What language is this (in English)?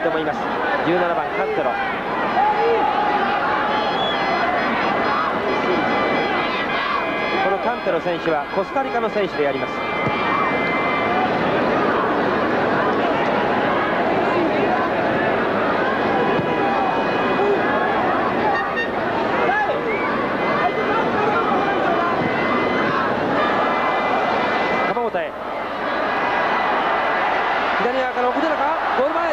Japanese